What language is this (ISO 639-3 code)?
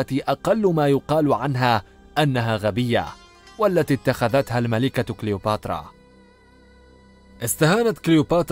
ara